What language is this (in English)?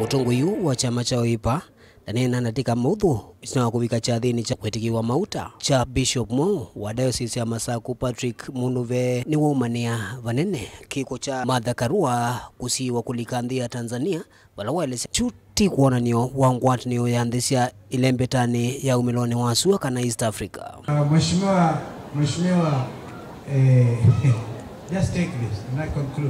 Kamba